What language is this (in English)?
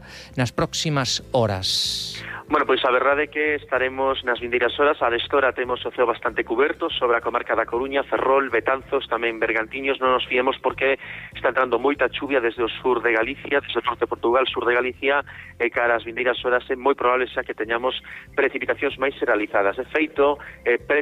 Galician